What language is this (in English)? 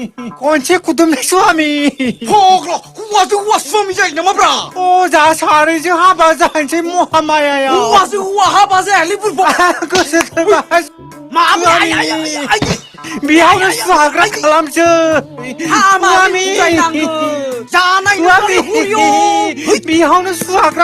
Bodo